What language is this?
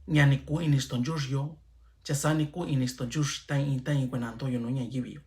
Mixtepec Mixtec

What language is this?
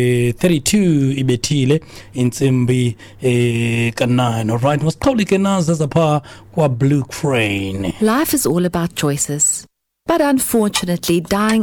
Xhosa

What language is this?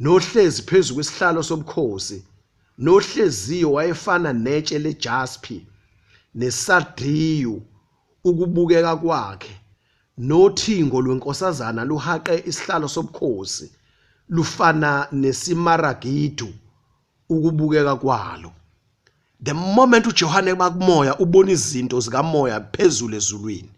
Zulu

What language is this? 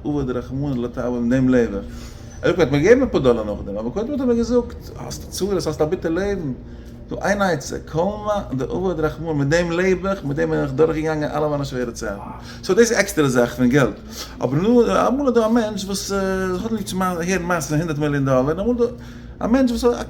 Yiddish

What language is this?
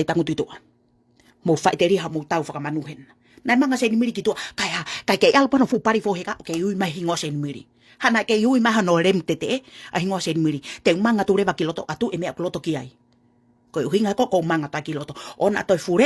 Tongan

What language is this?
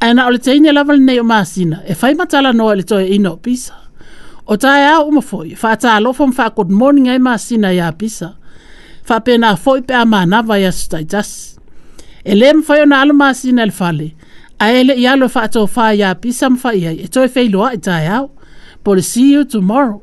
Samoan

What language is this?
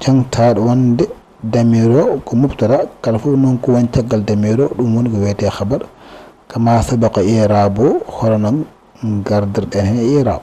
Fula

